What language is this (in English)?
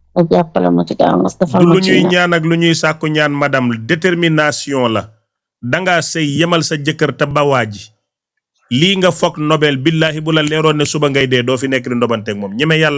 Wolof